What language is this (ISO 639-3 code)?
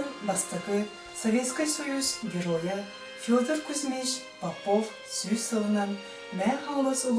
sah